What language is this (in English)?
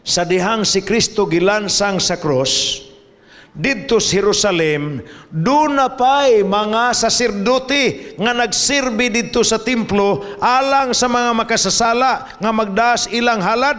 Cebuano